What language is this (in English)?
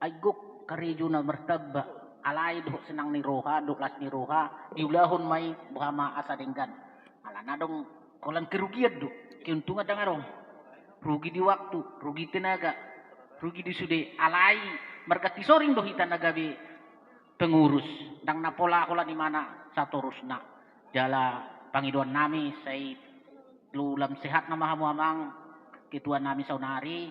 Batak Toba